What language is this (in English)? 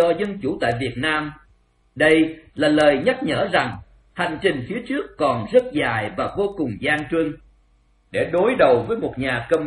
Vietnamese